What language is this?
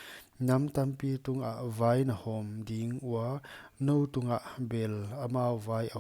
Paite Chin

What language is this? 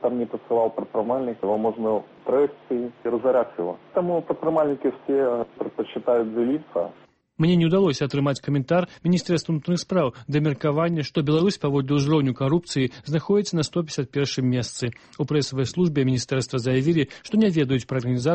Belarusian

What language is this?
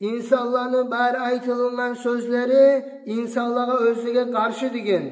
Kumyk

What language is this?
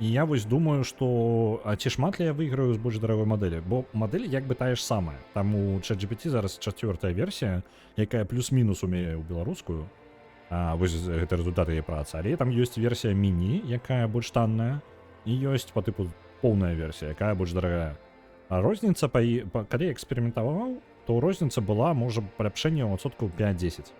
Belarusian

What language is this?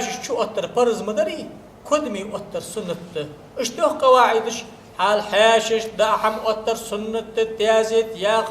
Ingush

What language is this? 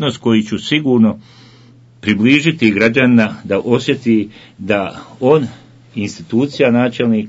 Bosnian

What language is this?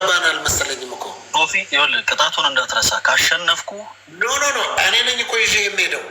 Amharic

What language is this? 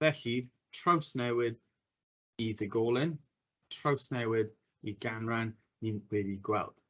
Welsh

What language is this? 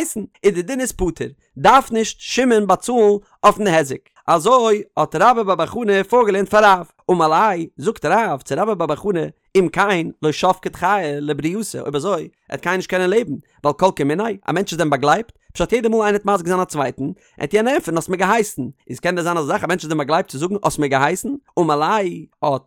Yiddish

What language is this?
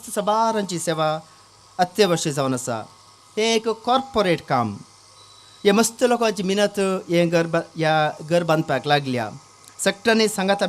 Konkani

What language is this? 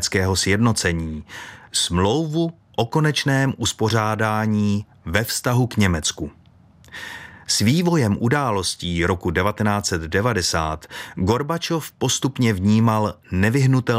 Czech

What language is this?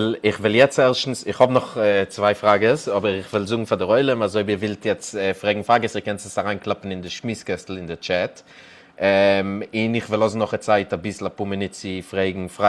Yiddish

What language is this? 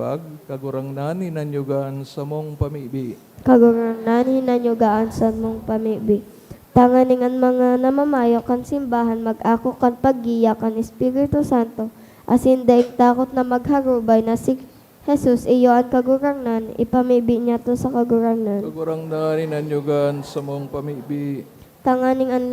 Bikol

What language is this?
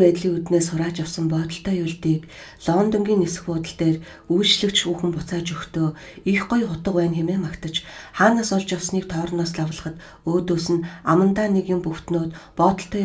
Mongolian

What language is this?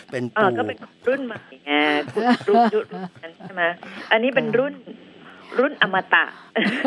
Thai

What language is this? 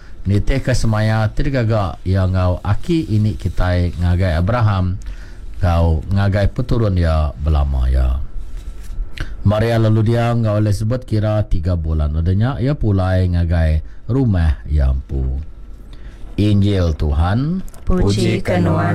Iban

